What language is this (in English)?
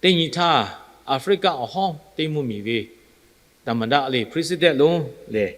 Lahu